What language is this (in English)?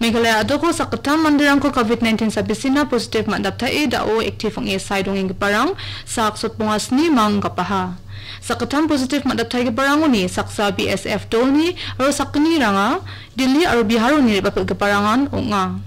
Garo